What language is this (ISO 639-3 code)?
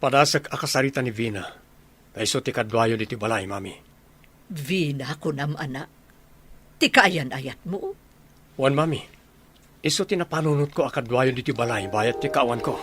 ilo